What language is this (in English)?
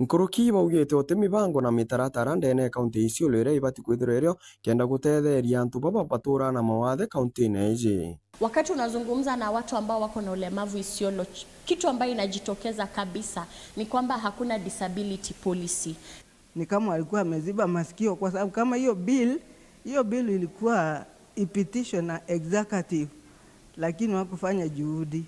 Meru